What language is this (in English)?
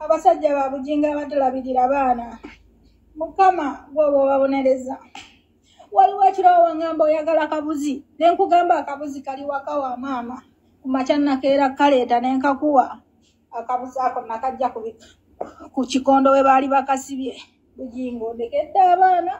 Ganda